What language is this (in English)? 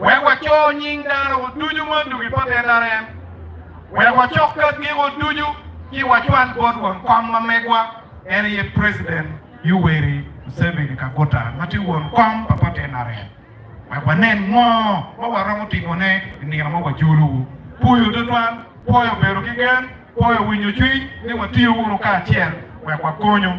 Acoli